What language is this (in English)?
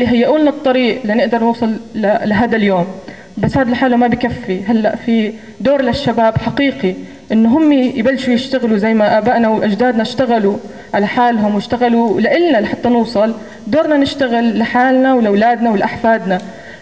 North Levantine Arabic